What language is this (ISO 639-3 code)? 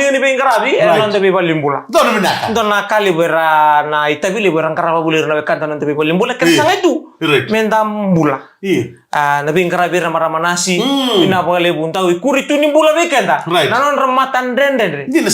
fij